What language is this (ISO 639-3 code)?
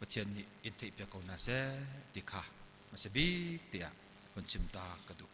cnh